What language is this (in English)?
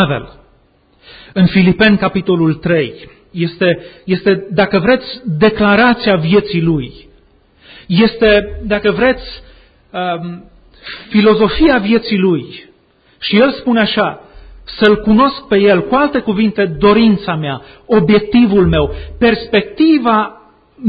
Romanian